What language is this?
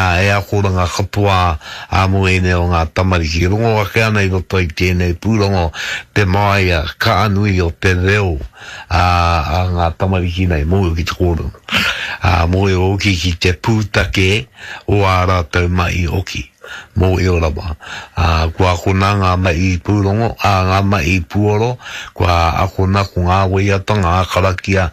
Māori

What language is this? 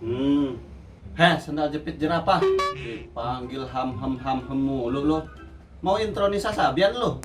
Betawi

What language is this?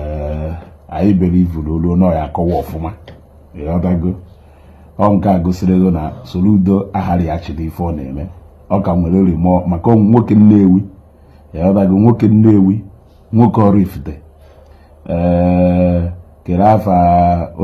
Igbo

